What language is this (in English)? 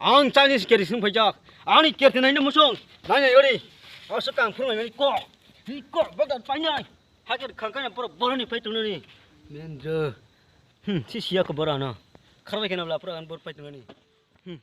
Kok Borok